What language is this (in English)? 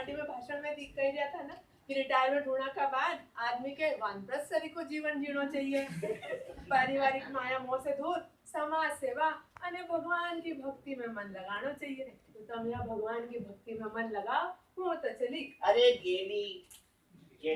Rajasthani